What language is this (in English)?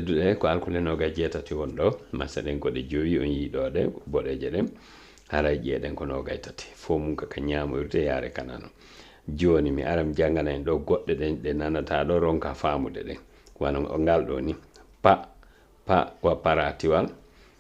Fula